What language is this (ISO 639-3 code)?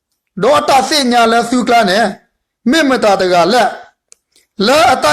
ksw